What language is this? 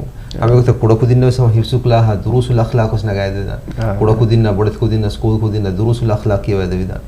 Divehi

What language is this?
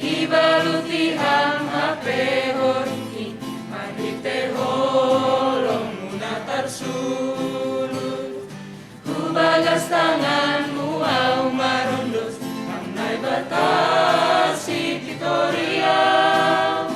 Batak Simalungun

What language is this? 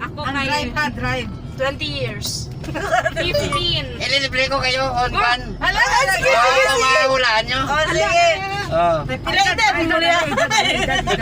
Hiligaynon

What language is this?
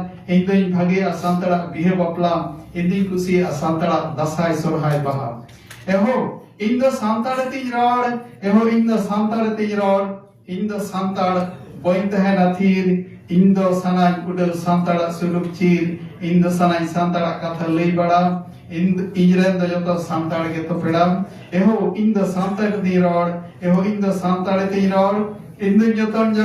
Santali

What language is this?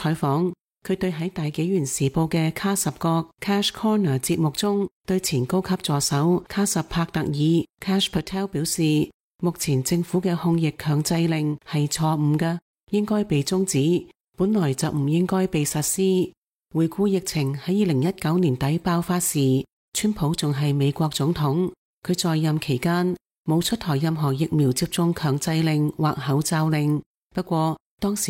Cantonese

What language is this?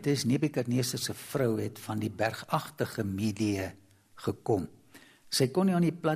Afrikaans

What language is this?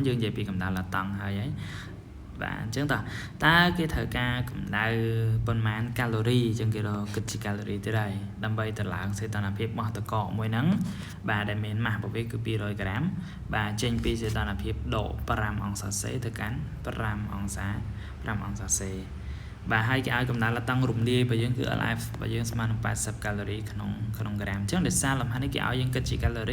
Khmer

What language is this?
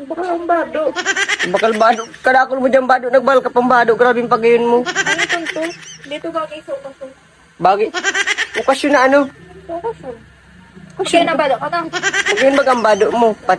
Bikol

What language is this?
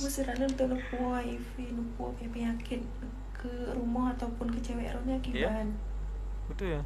Achinese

